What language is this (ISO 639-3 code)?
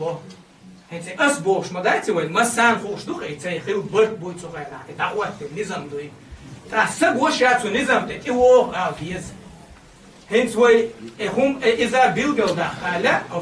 che